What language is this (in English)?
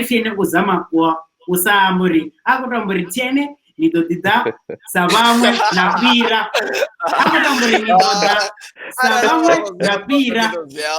Venda